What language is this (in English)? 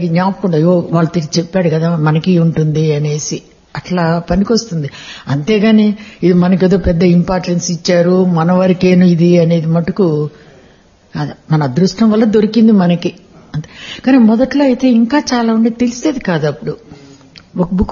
Telugu